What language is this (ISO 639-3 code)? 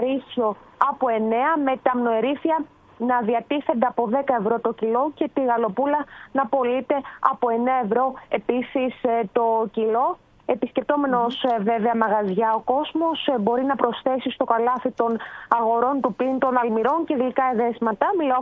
ell